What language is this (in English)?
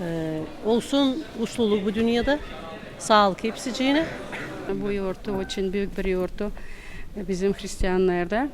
Gagauz